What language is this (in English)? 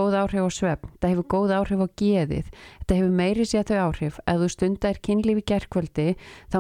Icelandic